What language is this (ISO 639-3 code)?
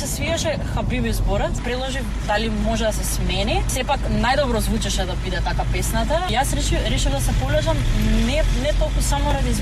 mkd